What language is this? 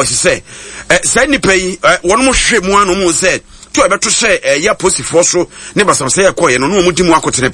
Akan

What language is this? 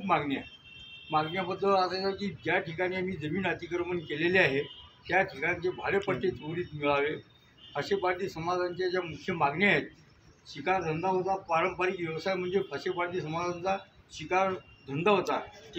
Marathi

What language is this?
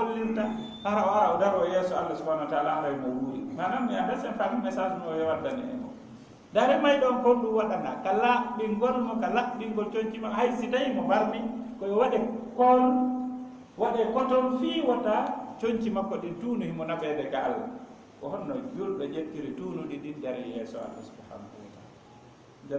Fula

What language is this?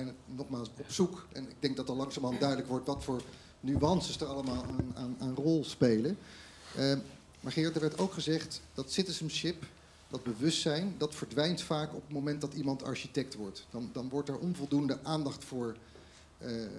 Dutch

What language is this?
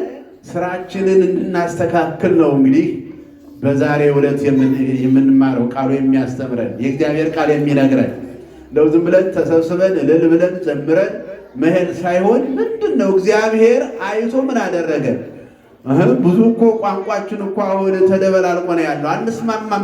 Amharic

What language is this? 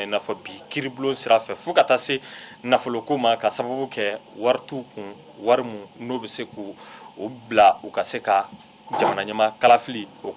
Bambara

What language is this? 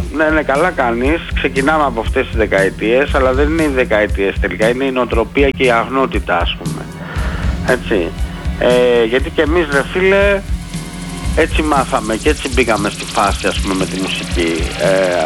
Greek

